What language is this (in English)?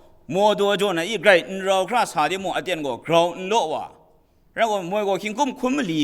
Kachin